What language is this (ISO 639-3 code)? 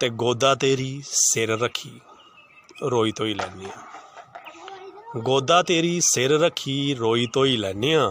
doi